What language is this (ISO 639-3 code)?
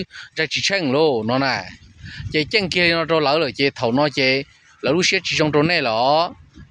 hmn